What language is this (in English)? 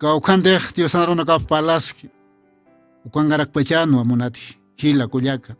Aymara